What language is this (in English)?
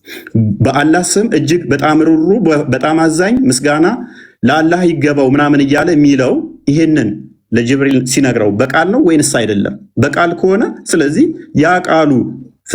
Amharic